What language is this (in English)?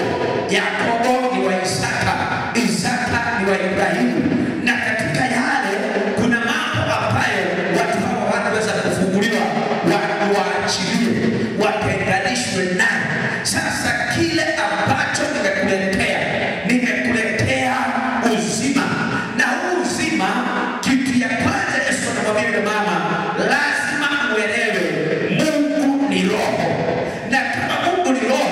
Swahili